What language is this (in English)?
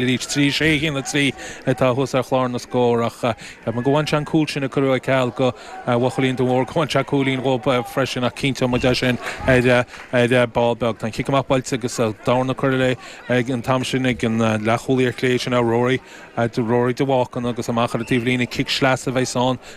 Irish